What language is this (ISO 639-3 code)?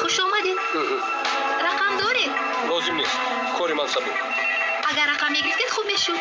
tgk